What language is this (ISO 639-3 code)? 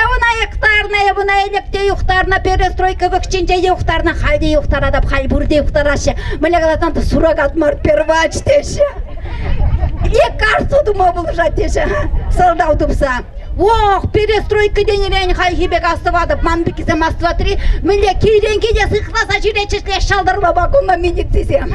chv